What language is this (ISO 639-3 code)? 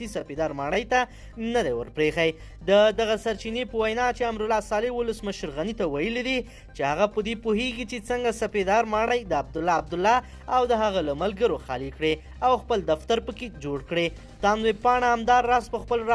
pus